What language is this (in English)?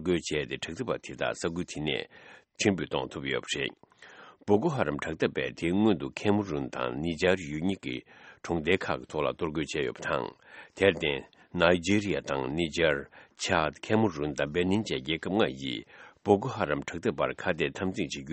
Tibetan